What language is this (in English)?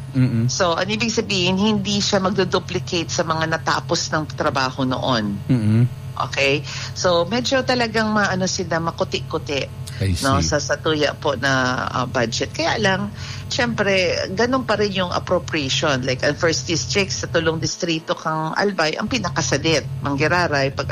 Bikol